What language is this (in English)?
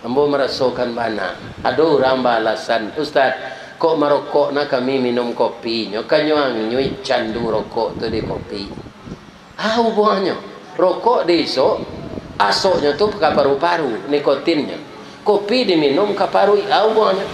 Minangkabau